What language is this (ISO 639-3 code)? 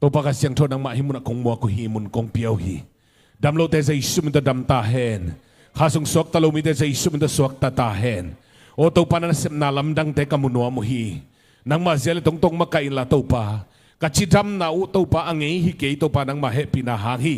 ctd